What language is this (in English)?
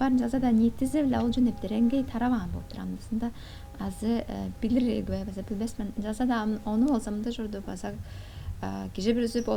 Tuvinian